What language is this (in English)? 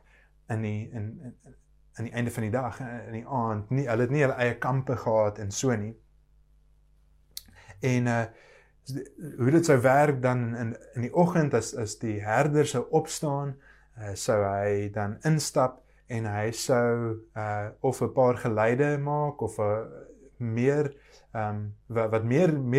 Afrikaans